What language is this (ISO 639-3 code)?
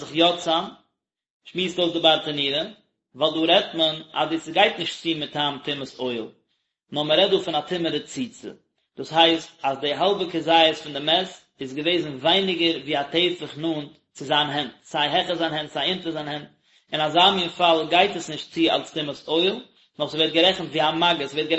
yid